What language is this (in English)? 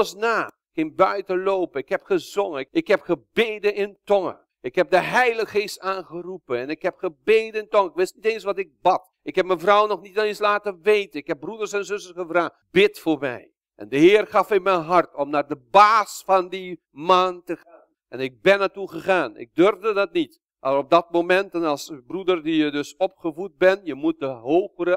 Dutch